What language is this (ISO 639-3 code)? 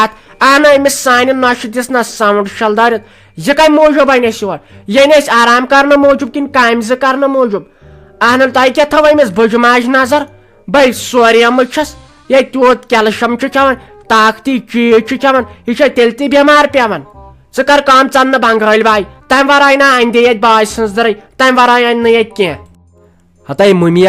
kas